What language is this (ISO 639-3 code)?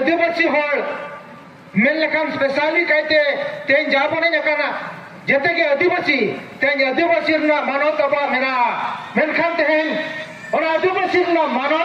sat